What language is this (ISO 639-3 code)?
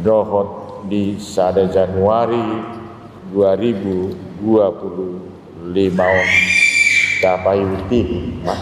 bbc